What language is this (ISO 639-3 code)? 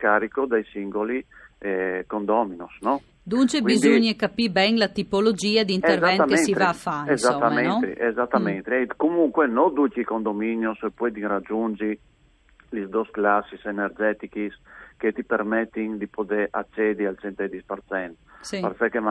fur